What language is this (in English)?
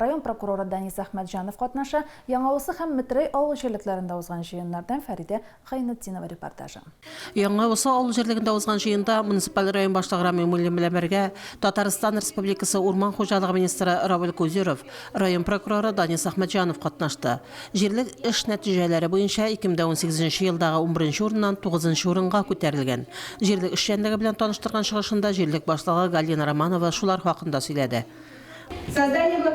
Tatar